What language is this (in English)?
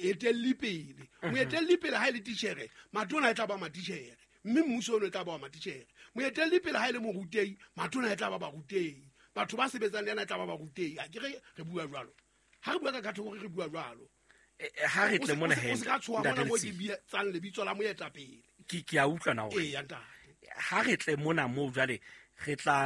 Southern Sotho